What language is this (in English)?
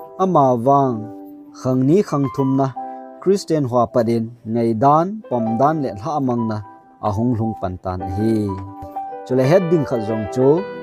Thado Chin